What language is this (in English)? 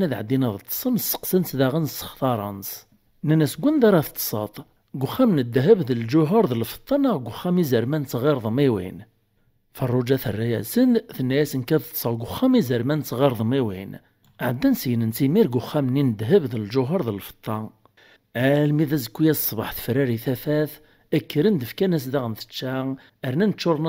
Kabyle